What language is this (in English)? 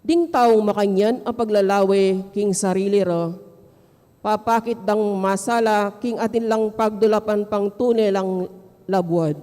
Pampanga